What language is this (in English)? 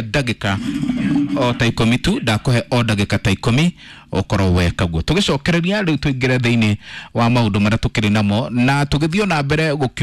Kikuyu